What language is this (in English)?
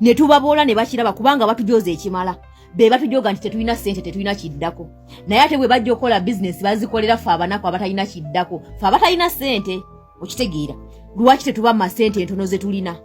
Ganda